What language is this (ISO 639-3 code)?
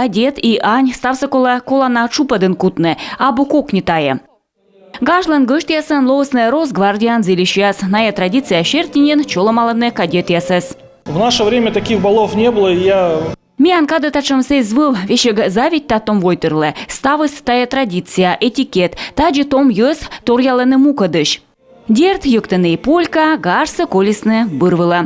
kom